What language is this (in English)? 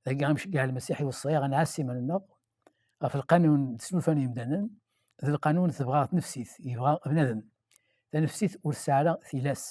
Kabyle